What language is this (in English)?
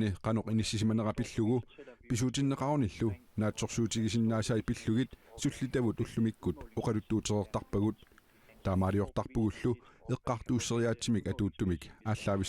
Kalaallisut